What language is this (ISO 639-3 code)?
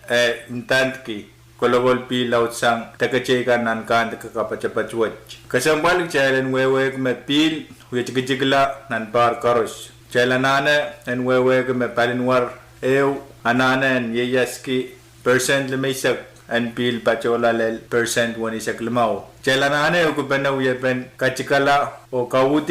pon